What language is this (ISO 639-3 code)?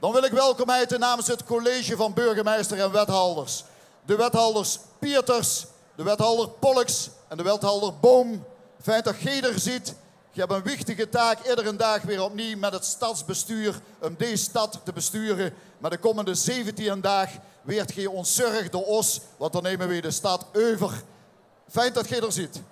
lim